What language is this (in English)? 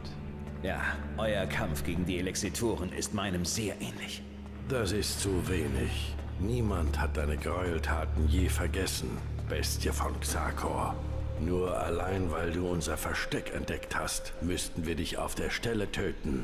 German